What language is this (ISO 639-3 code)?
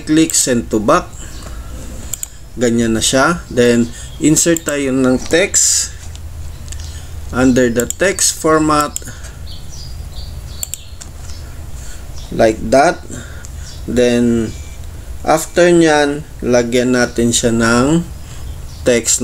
fil